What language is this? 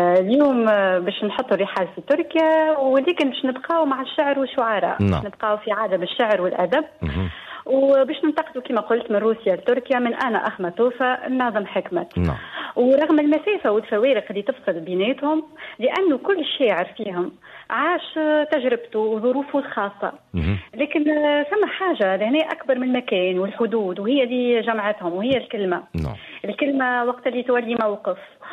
Tunisian Arabic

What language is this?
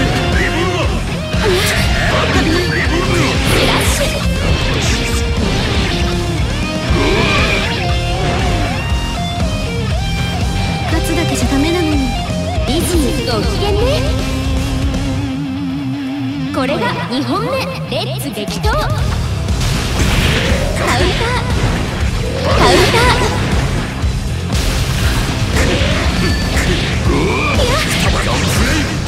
Japanese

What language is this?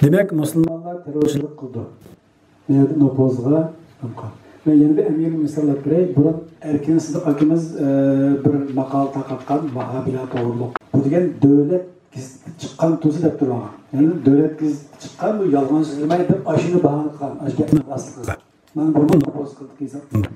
Uyghur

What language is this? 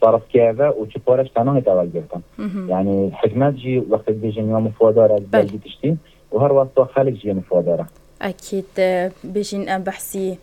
Kurdish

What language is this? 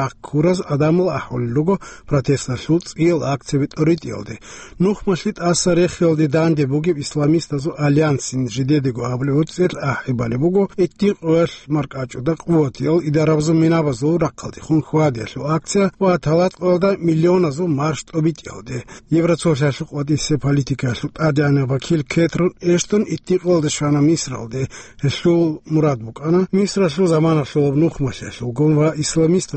Avaric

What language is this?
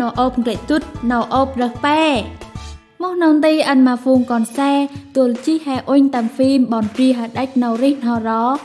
Central Mnong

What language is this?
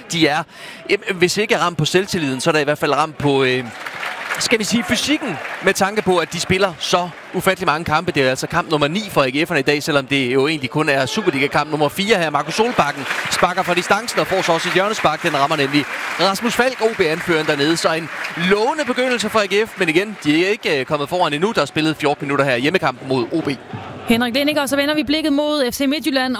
Danish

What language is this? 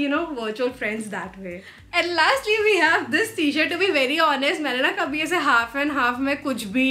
Hindi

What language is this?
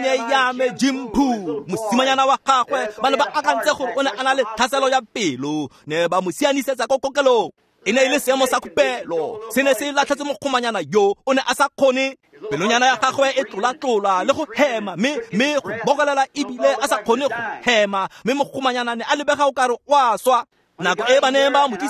Tswana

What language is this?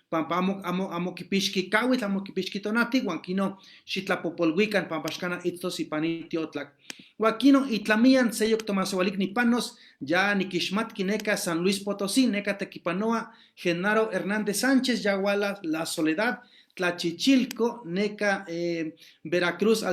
Eastern Huasteca Nahuatl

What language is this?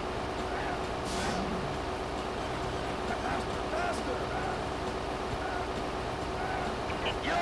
English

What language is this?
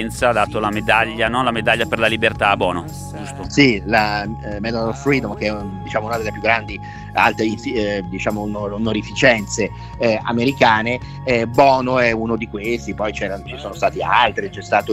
Italian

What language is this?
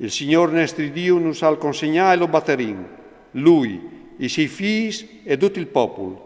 Friulian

